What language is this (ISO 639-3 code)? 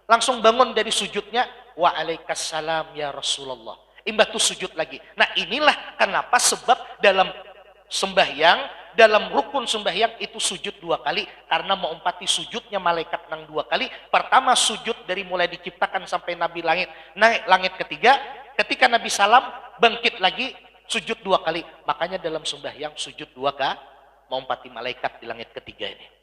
bjn